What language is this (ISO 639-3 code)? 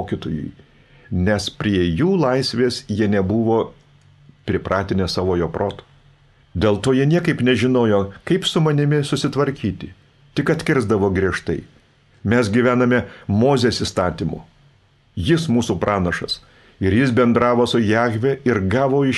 lit